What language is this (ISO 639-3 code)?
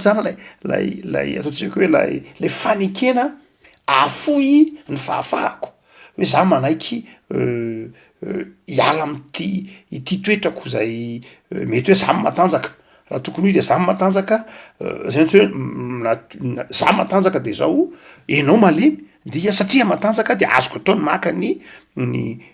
mlg